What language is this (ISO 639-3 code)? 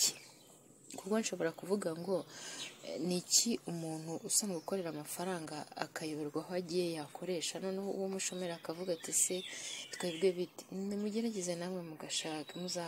kin